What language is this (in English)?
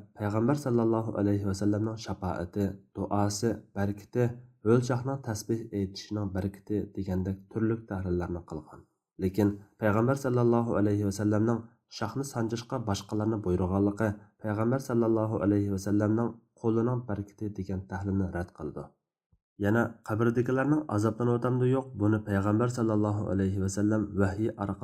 Uyghur